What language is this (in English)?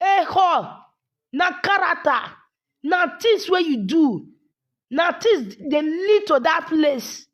Nigerian Pidgin